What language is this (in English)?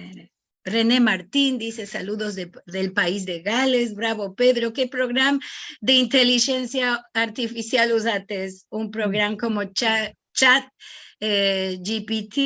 Ladino